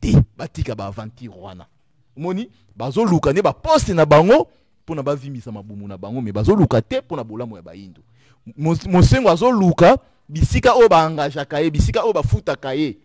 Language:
Lingala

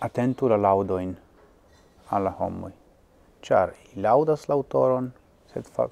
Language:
Esperanto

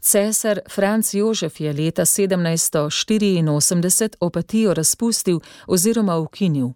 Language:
Slovenian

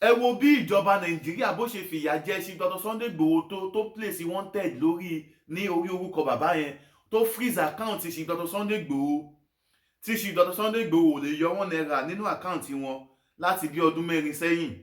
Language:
Yoruba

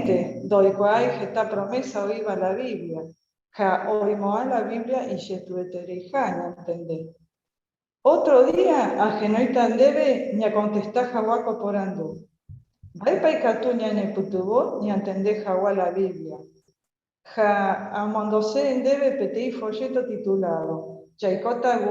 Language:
Guarani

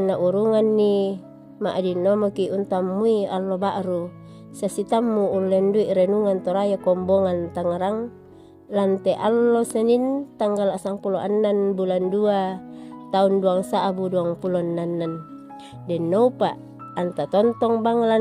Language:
Toraja-Sa'dan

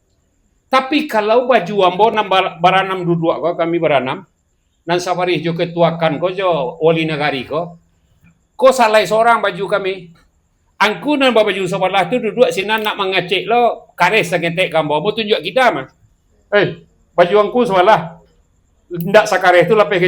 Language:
Minangkabau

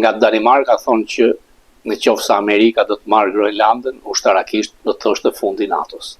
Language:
Albanian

